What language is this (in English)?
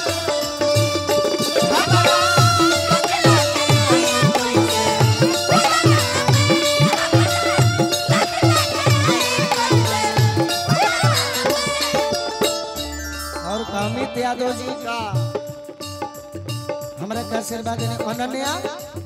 Bhojpuri